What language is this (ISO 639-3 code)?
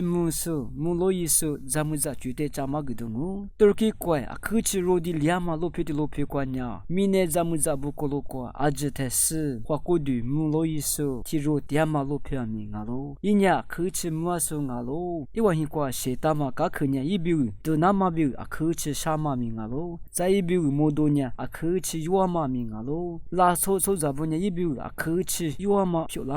lis